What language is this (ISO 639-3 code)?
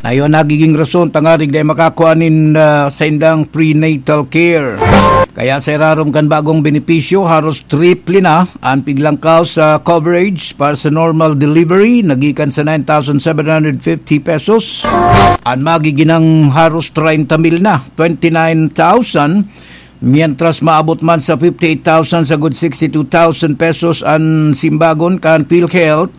bik